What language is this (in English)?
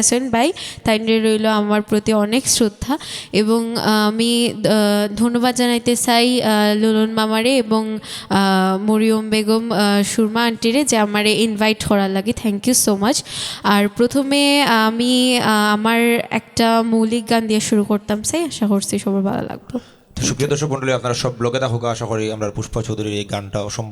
Sylheti